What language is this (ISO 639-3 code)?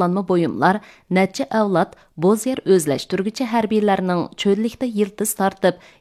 uig